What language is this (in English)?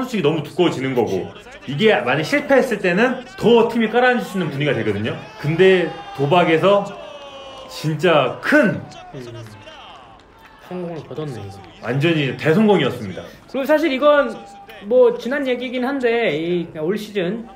Korean